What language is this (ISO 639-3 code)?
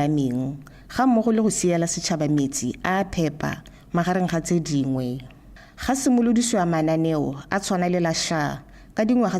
tsn